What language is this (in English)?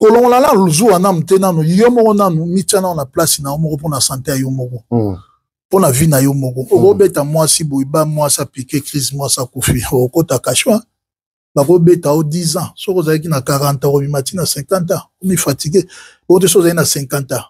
Lingala